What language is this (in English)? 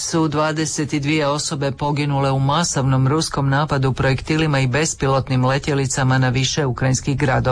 Croatian